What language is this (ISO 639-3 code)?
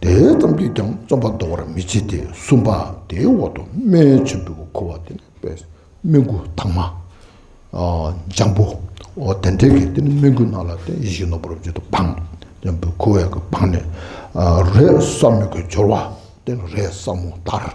bod